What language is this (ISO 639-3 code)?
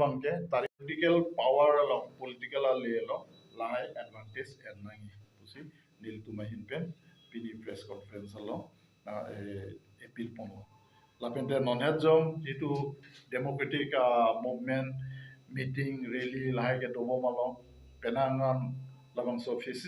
mjw